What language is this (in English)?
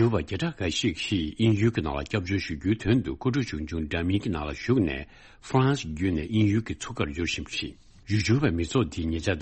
Tibetan